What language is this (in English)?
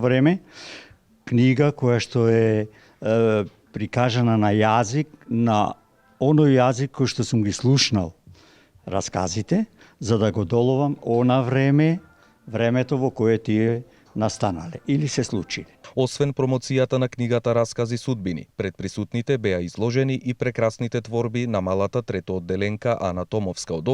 Macedonian